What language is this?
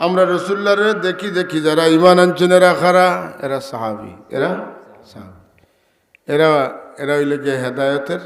Sylheti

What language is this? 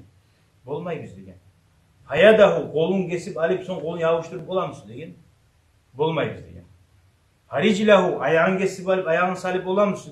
Kumyk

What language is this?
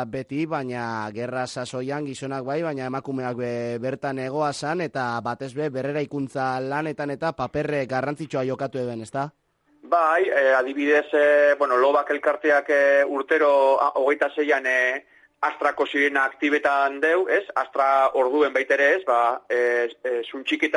Basque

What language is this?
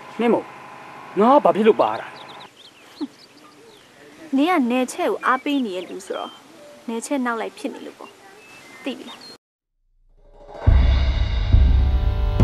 Burmese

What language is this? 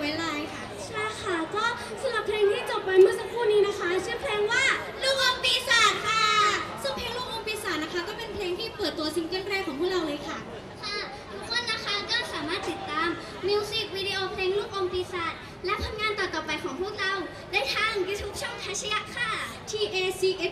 Thai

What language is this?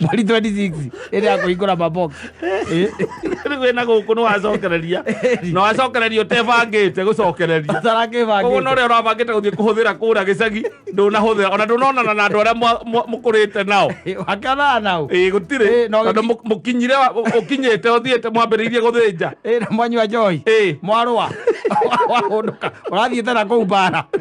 Kikuyu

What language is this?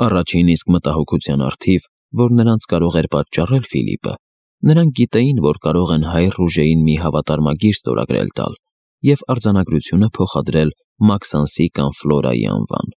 Armenian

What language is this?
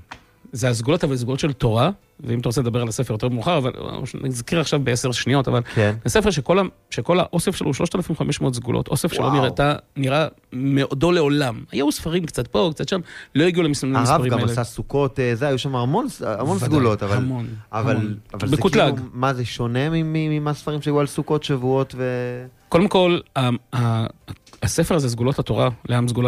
Hebrew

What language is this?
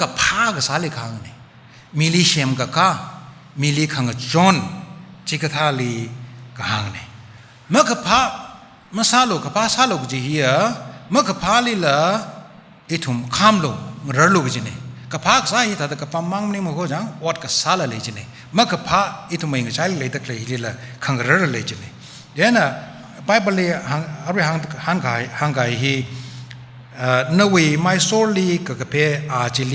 Tangkhul Naga (India)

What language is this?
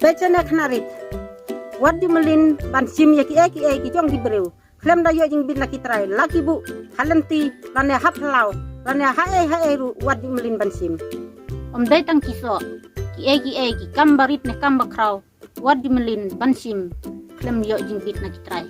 Khasi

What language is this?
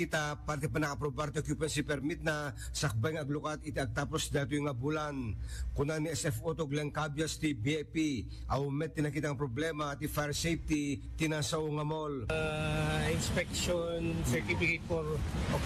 Iloko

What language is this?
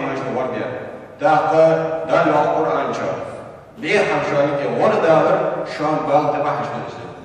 Ingush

